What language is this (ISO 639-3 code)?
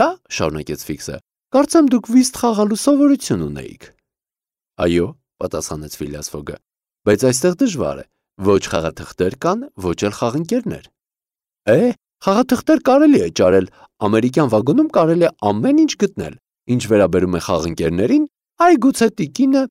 hye